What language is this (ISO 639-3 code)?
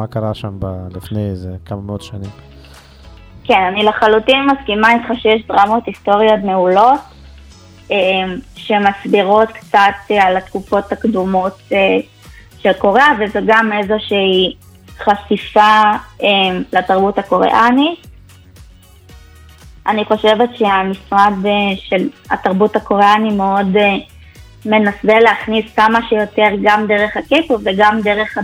heb